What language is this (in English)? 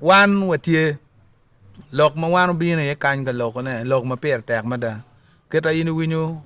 Acoli